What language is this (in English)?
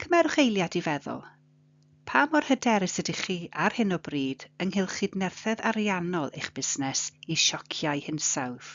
Welsh